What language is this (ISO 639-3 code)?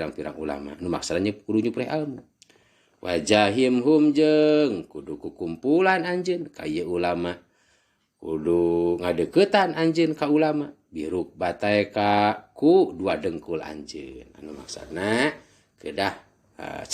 sun